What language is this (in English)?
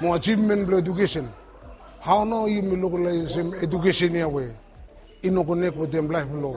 Bislama